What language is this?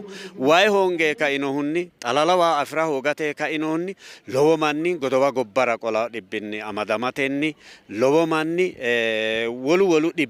Sidamo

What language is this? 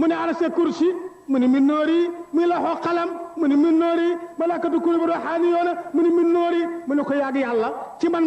Wolof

